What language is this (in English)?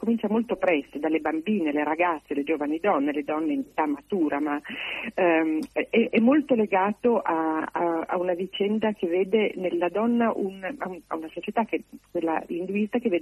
Italian